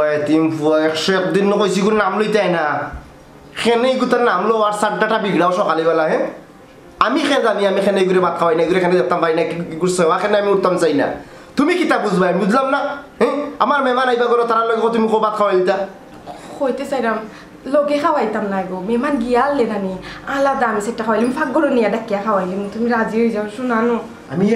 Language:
Sylheti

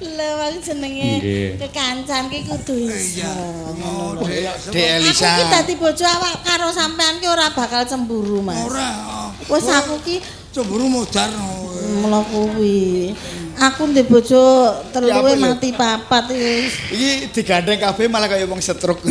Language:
Javanese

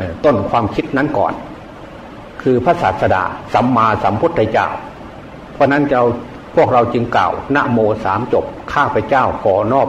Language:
Thai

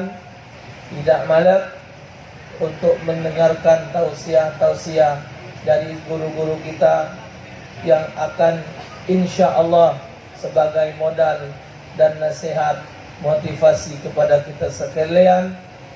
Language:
Musi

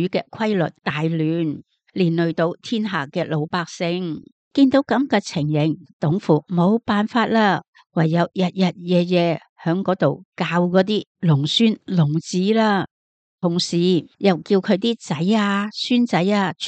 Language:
Cantonese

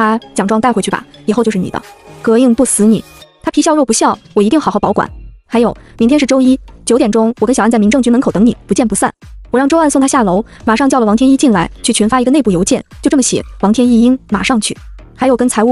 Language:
Chinese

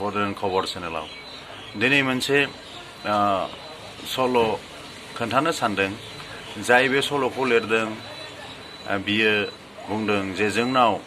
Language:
Bodo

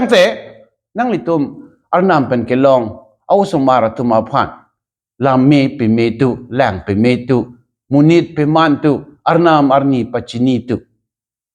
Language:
Karbi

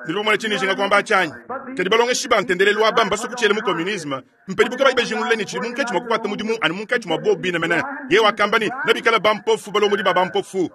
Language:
Luba-Lulua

